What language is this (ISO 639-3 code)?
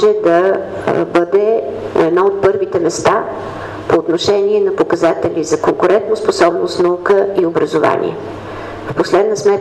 bul